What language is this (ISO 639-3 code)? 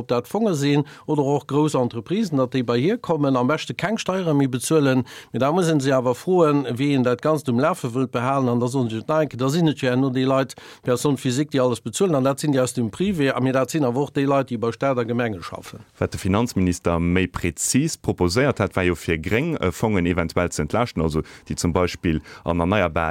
ltz